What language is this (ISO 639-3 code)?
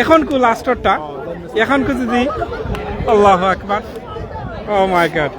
syl